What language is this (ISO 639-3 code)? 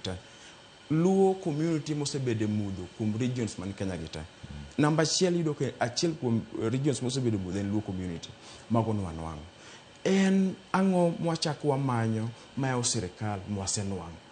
luo